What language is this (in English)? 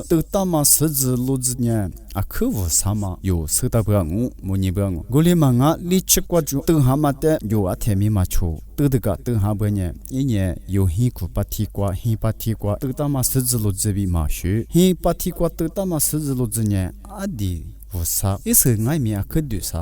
Lisu